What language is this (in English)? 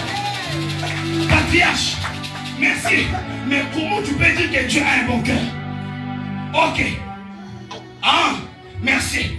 French